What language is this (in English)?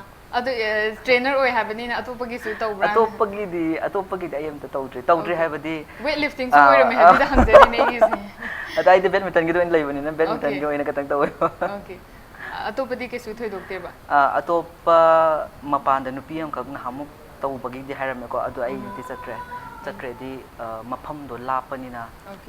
Manipuri